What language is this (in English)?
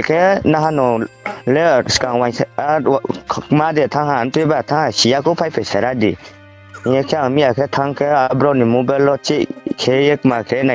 Riang (India)